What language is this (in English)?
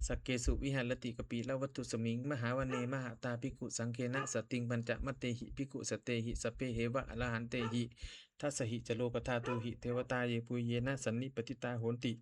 Pali